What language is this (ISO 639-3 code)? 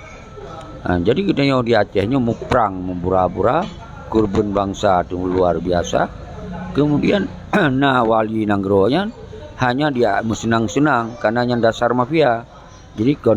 ace